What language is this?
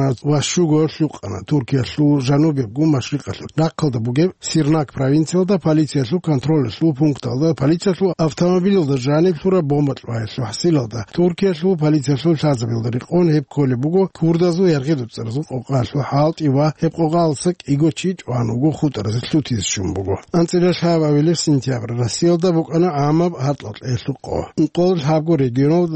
Avaric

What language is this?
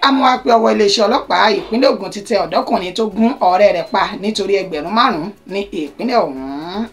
Yoruba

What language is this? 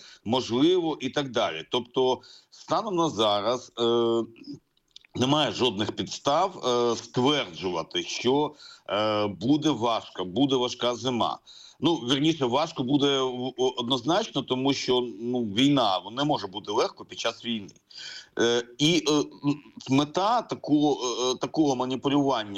Ukrainian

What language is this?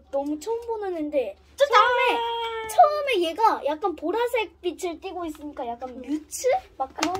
Korean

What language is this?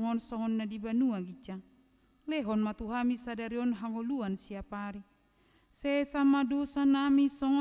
Batak Toba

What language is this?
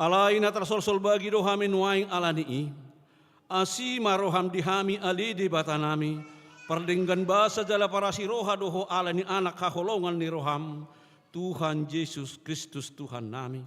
Batak Toba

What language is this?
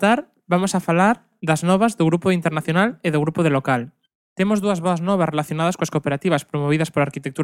Galician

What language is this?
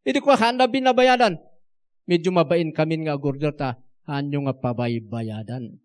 Iloko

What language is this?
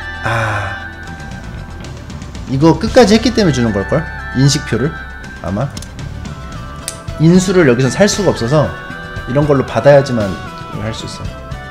Korean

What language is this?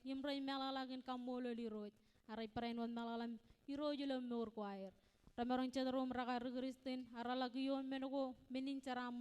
Marshallese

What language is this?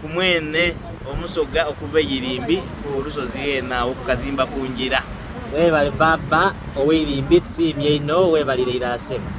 Soga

